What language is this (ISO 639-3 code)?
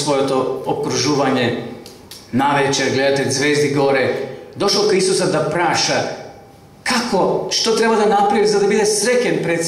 mkd